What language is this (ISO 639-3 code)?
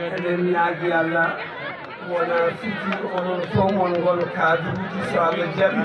ful